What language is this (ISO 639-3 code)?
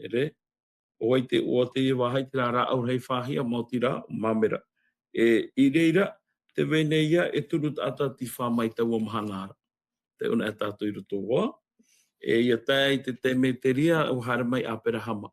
tah